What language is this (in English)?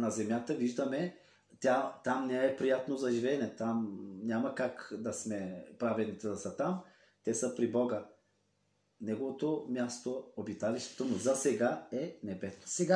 Bulgarian